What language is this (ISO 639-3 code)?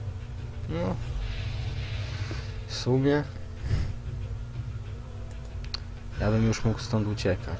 pol